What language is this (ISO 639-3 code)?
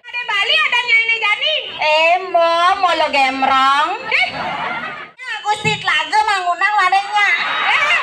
ban